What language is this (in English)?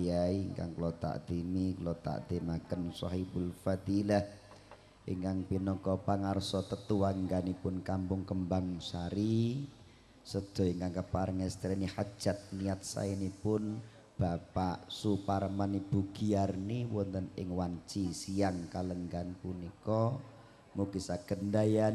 Javanese